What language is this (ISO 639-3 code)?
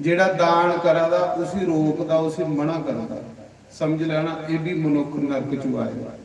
doi